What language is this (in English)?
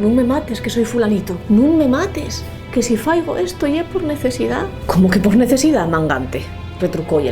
Asturian